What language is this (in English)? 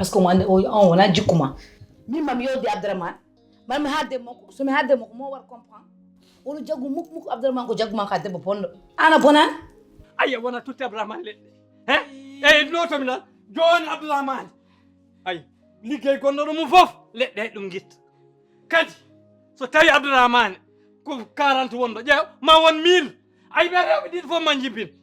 Fula